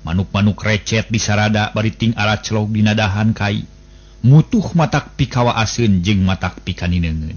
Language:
Sundanese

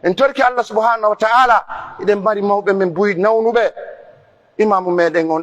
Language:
Pular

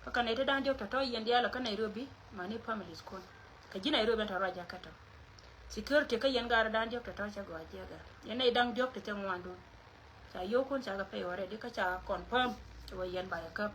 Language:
Nuer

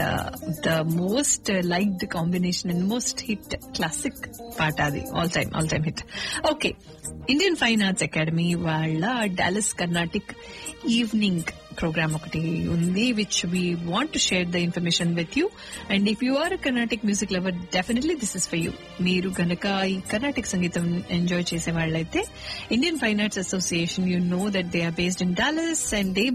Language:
Telugu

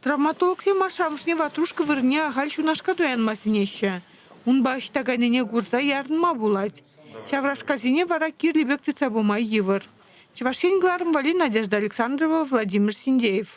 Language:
Chuvash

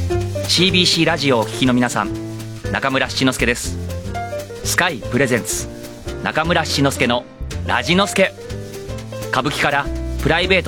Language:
Japanese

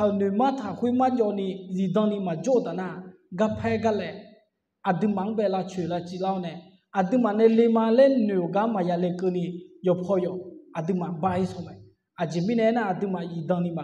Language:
Akha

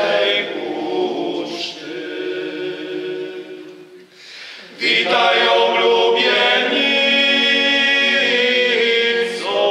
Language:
Polish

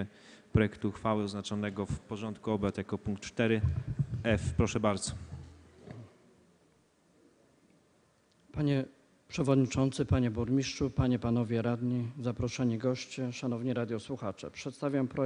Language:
Polish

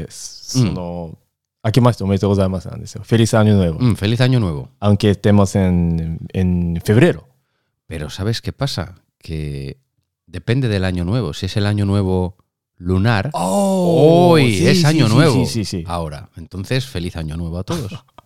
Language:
Japanese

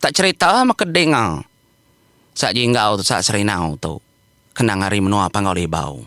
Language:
Iban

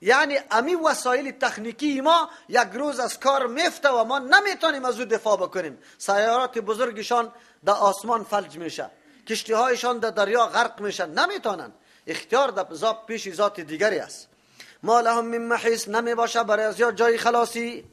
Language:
Persian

